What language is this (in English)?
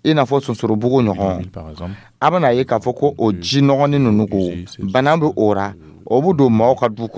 Dyula